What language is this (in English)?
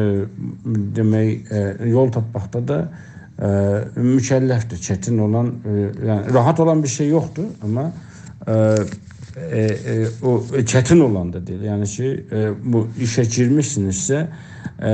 South Azerbaijani